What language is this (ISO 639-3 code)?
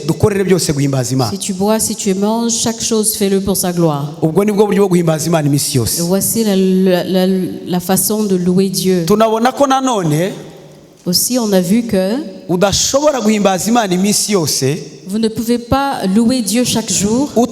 kin